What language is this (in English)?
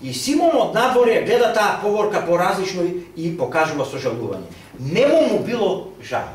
Macedonian